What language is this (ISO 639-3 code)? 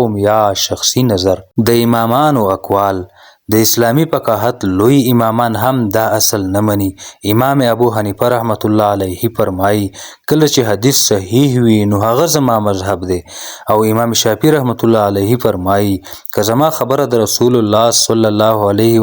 pus